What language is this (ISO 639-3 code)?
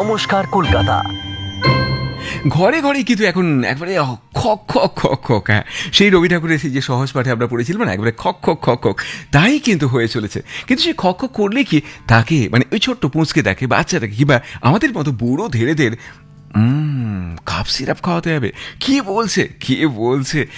ben